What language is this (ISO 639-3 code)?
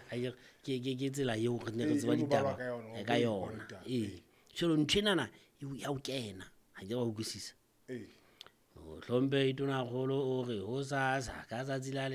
sot